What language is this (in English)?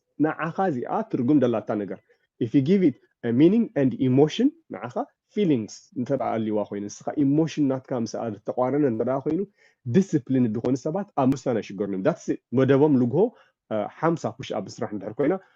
Tigrinya